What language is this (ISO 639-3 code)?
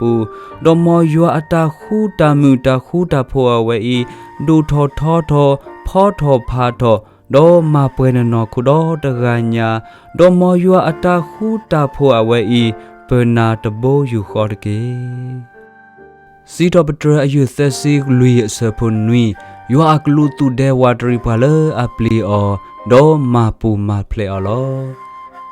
ksw